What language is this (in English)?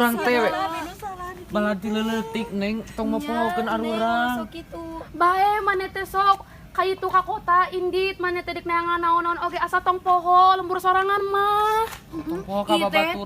Sundanese